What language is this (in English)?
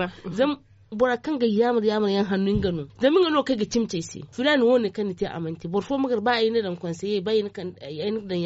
Zarma